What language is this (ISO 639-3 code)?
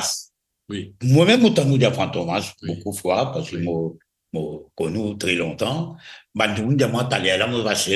mfe